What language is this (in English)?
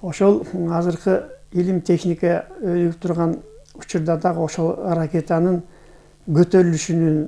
Kyrgyz